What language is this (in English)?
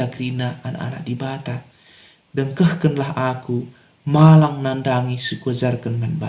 Batak Karo